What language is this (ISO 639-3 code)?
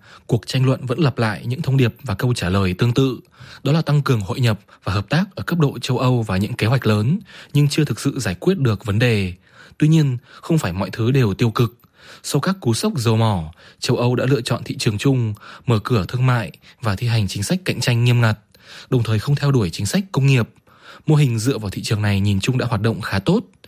vie